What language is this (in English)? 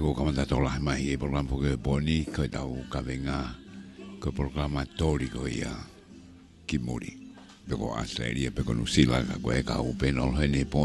Tongan